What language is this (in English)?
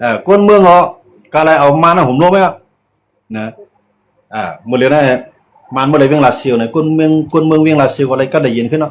Shan